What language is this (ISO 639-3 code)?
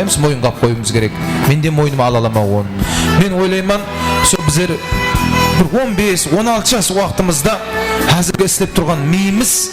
kaa